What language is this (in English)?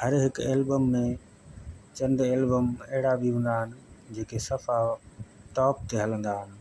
Sindhi